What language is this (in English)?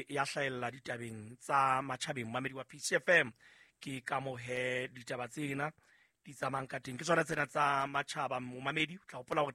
Southern Sotho